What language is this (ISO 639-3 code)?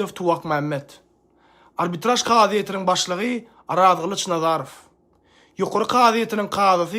tuk